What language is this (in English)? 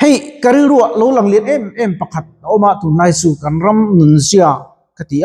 Mizo